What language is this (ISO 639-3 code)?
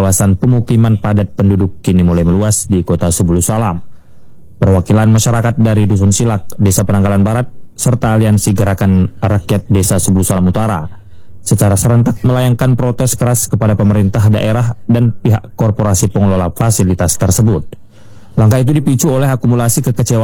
ind